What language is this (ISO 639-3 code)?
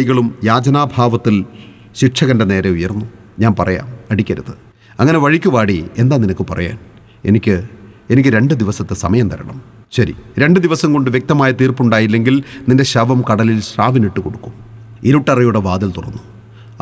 mal